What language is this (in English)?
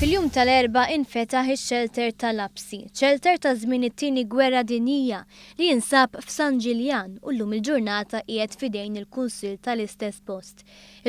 Maltese